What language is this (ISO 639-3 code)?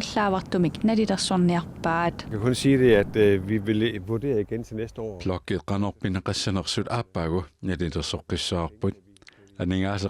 kal